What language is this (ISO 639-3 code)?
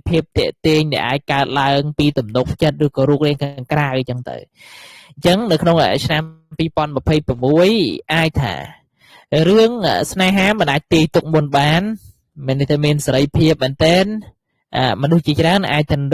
khm